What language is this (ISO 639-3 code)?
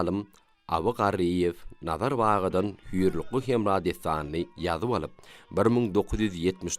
tuk